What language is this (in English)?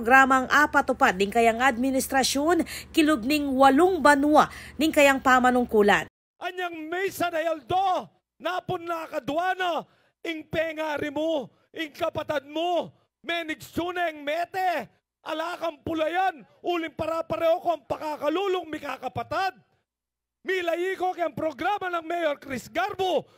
Pampanga